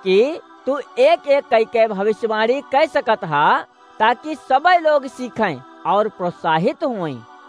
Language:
Awadhi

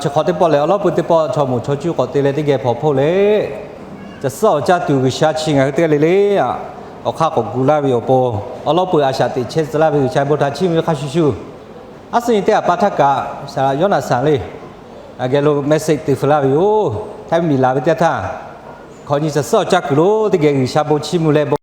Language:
Lahu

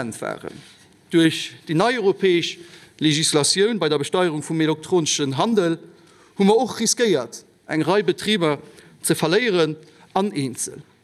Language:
Luxembourgish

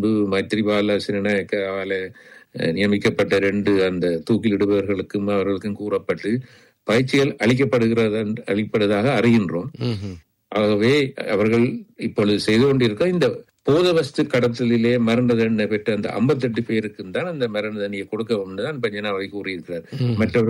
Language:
Tamil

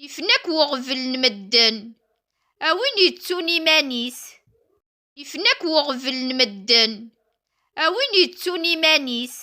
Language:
Kabyle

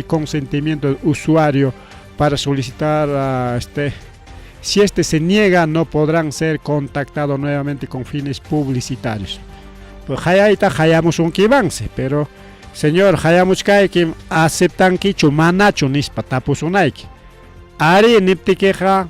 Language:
Ayacucho Quechua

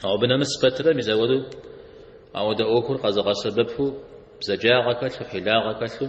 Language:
Kabardian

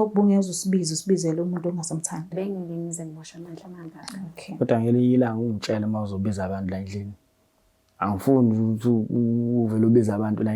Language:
Zulu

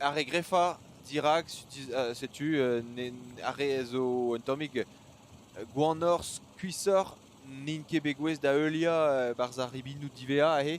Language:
Breton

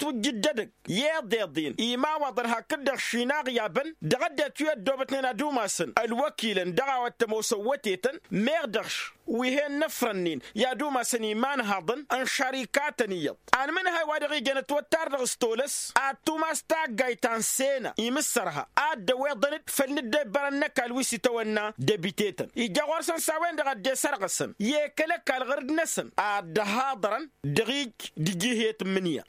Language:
Tamasheq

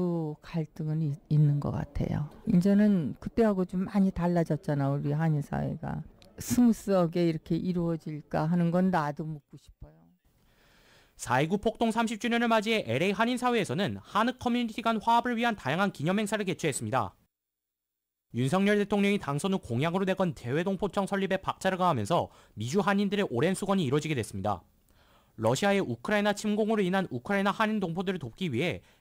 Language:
Korean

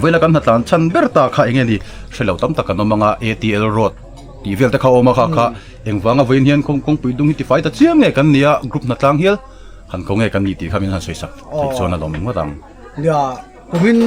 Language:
Mizo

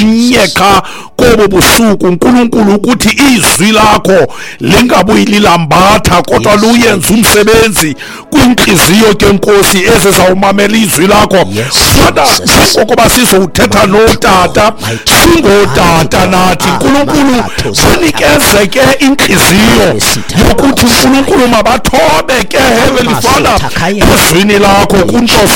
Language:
Xhosa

